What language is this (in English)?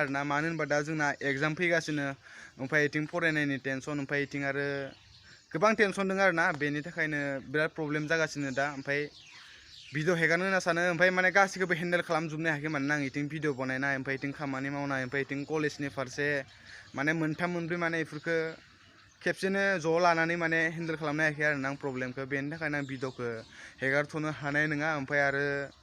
Bodo